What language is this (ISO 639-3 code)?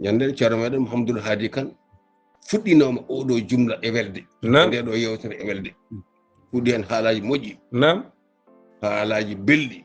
ful